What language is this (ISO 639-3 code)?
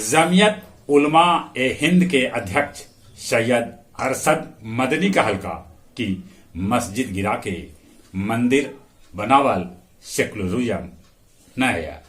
mag